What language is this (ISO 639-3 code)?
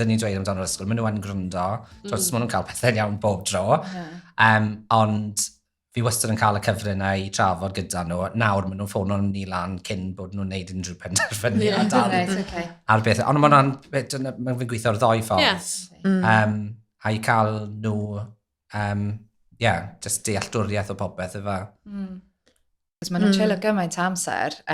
cym